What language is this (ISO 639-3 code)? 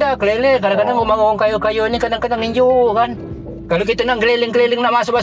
mui